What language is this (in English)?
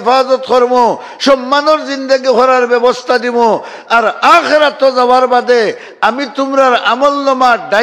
Sylheti